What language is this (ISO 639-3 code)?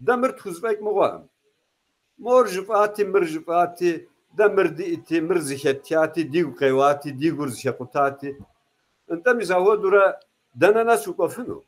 kbd